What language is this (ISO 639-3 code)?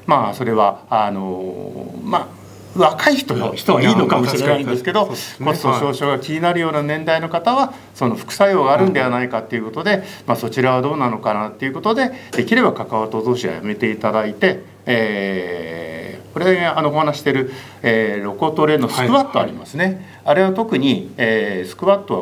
jpn